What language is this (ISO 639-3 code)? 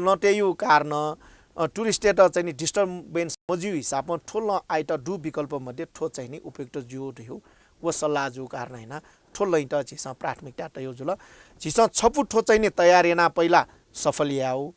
new